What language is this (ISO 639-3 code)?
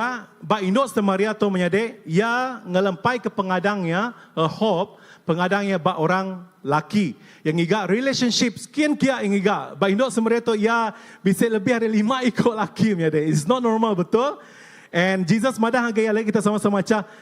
iba